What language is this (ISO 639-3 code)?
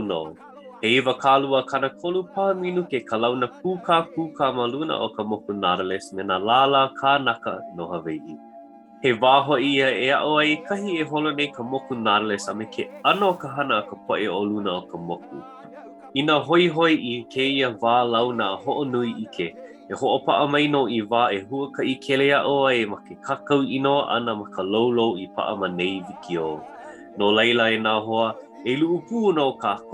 haw